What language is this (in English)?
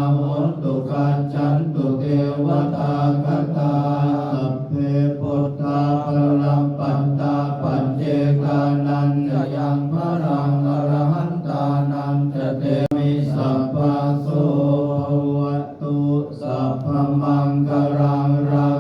Pali